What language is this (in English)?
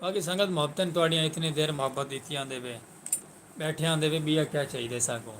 Saraiki